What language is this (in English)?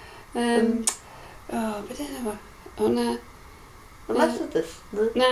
Welsh